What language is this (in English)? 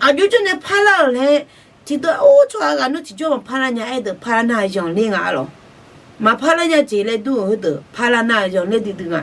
Akha